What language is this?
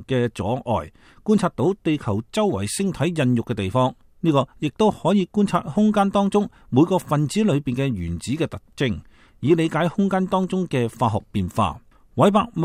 Cantonese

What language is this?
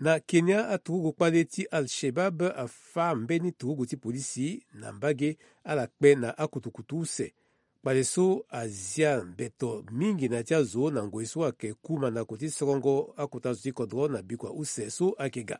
Sango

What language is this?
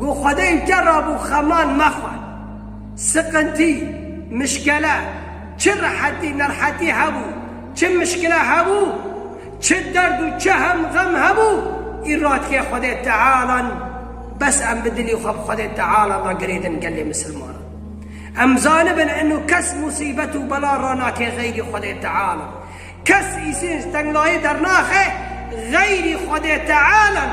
Kurdish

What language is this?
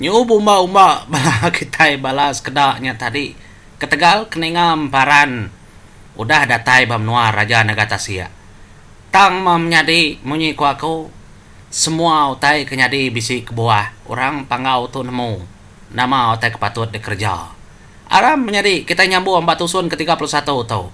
Iban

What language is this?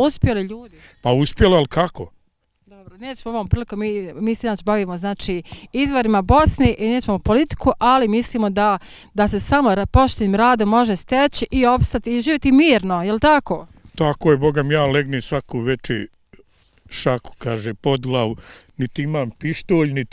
Bosnian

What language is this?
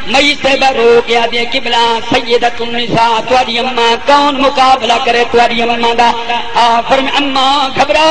Saraiki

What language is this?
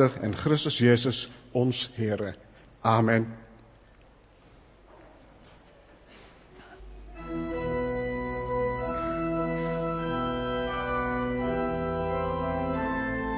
Afrikaans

